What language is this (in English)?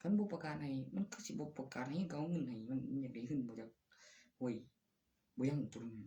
Northeastern Thai